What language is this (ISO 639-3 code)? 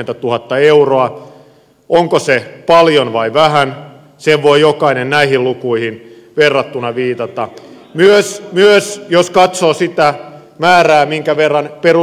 fin